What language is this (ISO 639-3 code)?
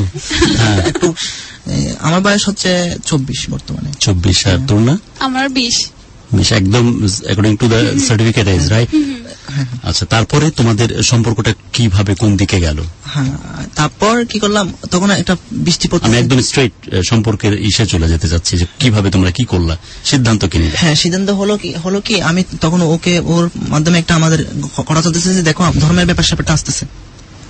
ben